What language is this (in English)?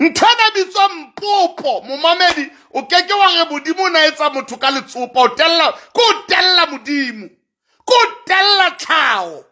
Southern Sotho